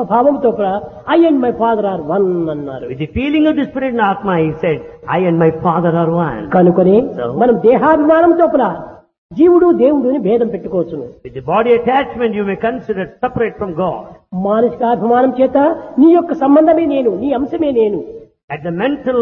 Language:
Telugu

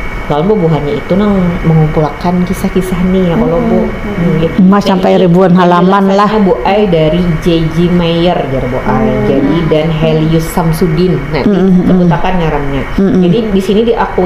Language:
Banjar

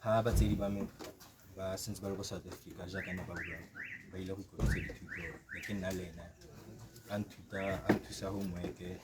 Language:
Tswana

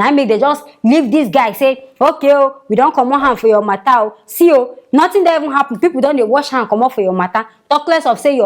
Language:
Nigerian Pidgin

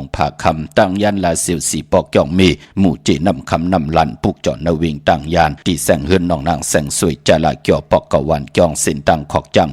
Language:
Shan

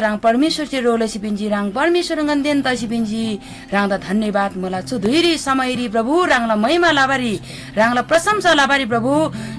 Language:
Eastern Tamang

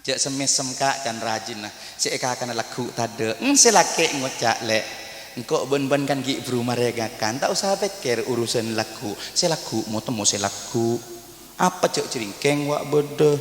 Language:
Madurese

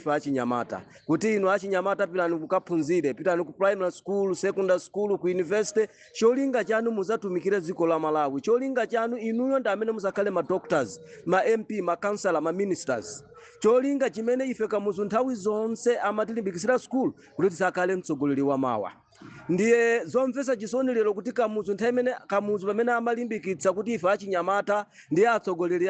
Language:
Nyanja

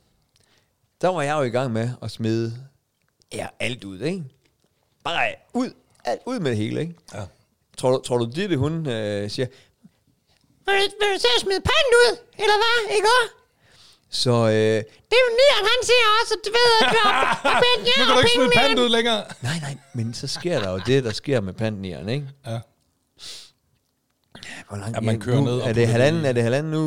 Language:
Danish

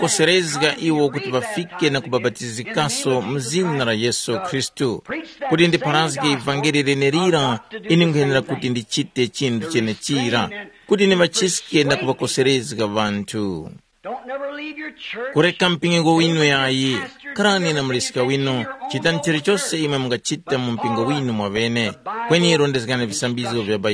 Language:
Tumbuka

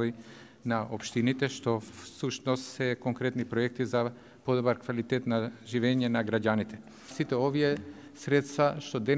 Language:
Macedonian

